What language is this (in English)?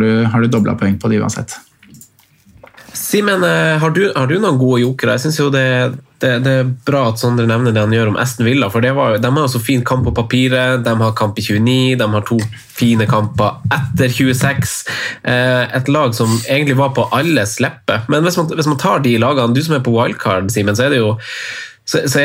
Norwegian